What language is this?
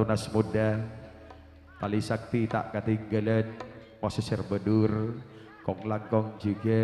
Madurese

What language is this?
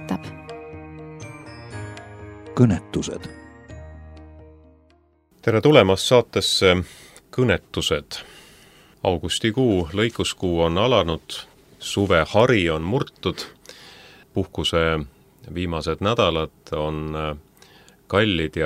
Estonian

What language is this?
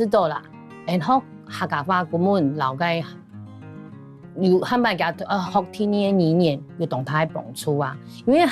Hakka Chinese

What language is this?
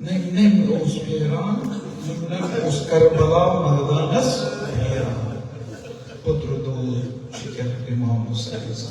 Kashmiri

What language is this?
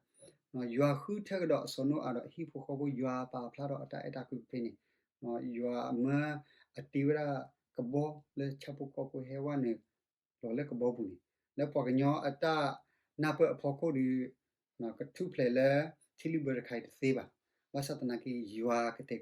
S'gaw Karen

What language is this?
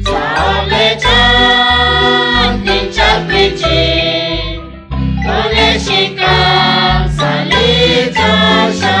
Kekchí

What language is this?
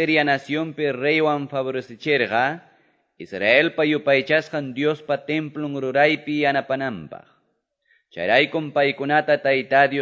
Quechua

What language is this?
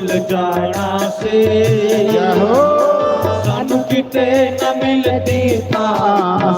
Dogri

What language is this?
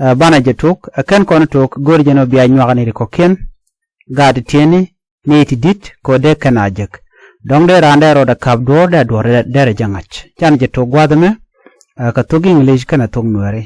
Nuer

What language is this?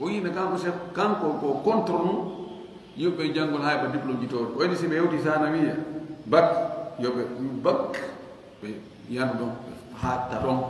Fula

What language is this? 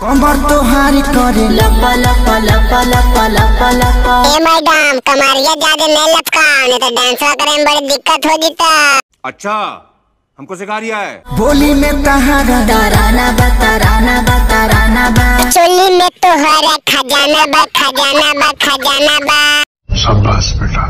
Bhojpuri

